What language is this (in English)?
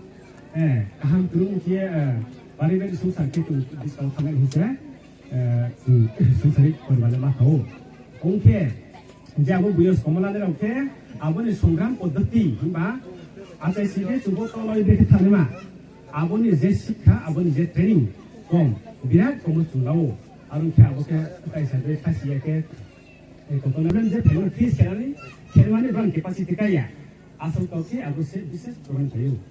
Riang (India)